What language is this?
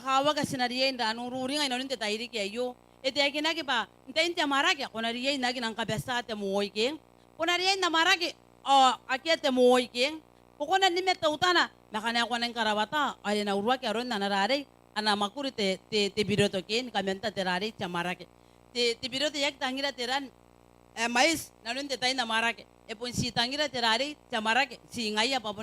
Gilbertese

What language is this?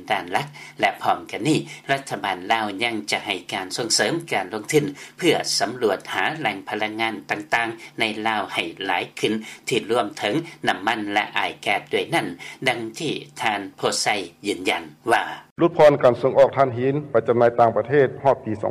Lao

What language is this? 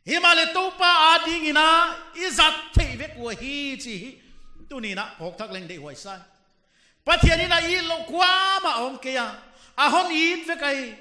Paite Chin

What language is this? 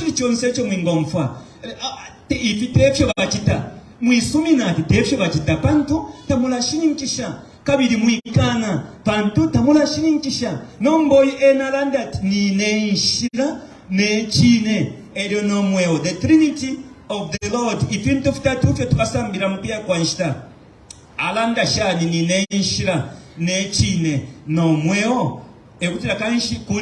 Bemba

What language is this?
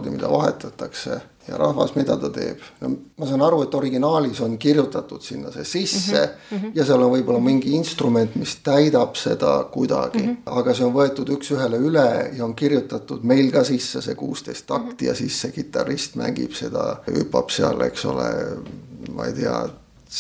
Estonian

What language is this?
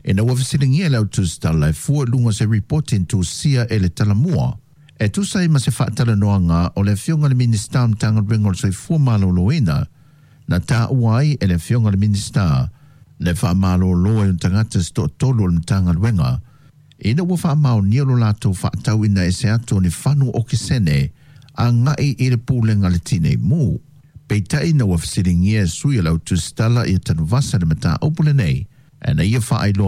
Samoan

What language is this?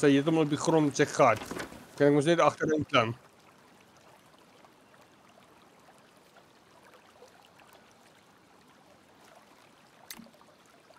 Afrikaans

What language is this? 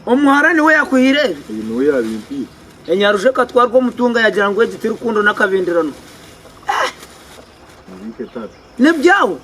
Nyankole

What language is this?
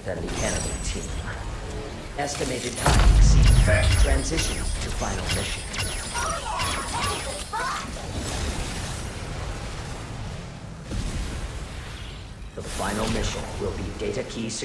English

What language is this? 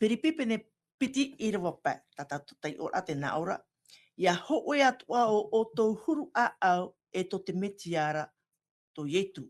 Tahitian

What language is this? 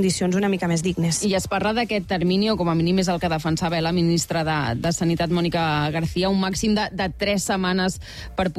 Catalan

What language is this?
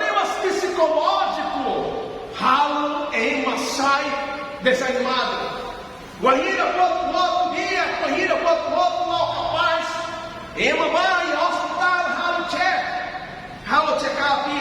Tetum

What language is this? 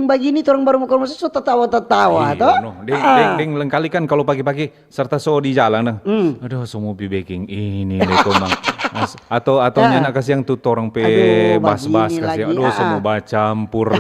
Manado Malay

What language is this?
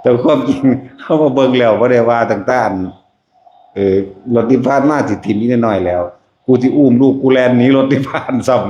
Lao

